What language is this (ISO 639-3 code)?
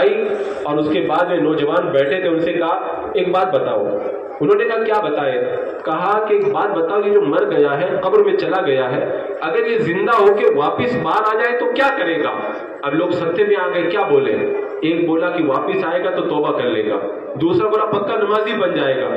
urd